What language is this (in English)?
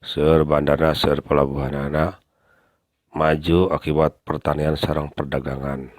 Sundanese